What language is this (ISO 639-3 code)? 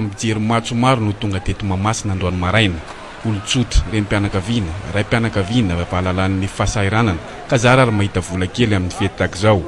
mlg